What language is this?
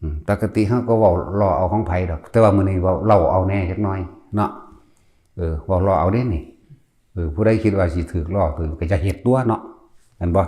Northeastern Thai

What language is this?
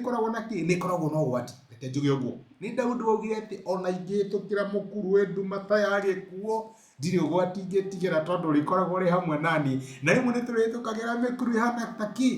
Kikuyu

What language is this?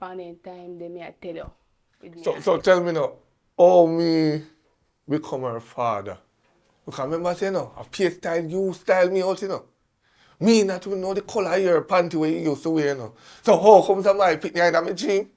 Jamaican Creole English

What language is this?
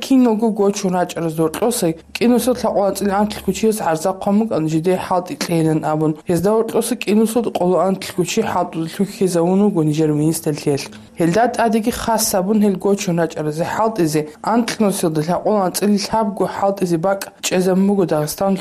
Avaric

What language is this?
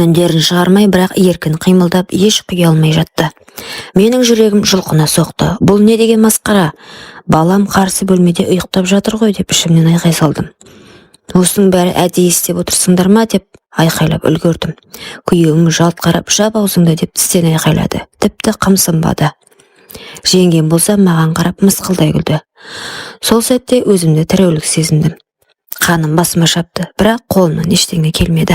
Kazakh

